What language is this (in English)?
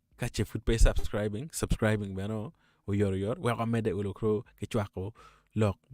Acoli